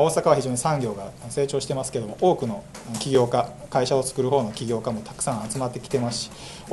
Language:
Japanese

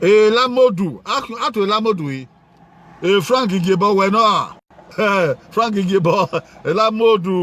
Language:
Bini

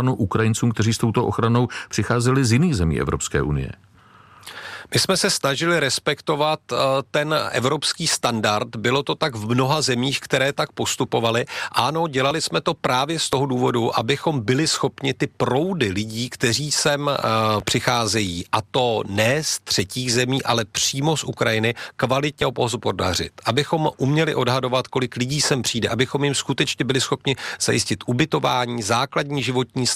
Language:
Czech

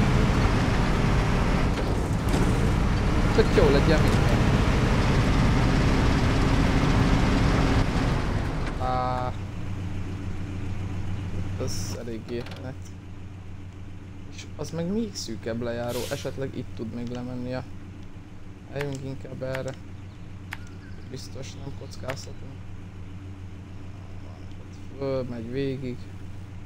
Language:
Hungarian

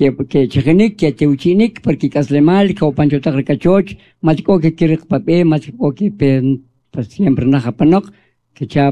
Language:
Kʼicheʼ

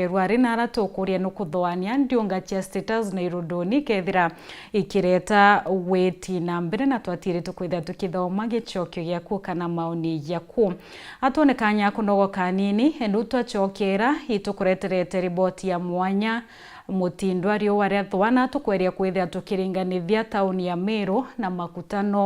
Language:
Meru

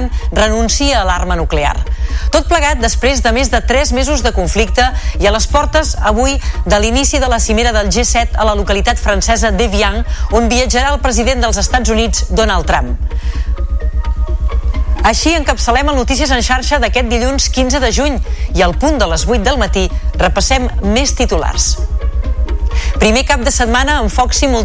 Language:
Catalan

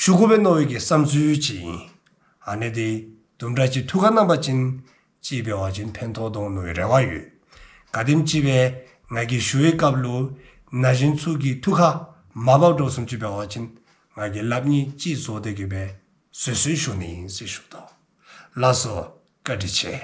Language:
Dzongkha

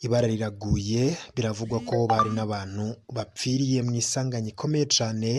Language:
Rundi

